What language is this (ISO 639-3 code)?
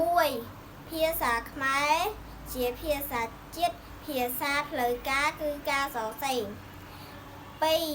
khm